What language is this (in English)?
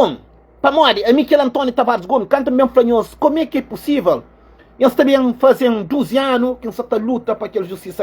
Kabuverdianu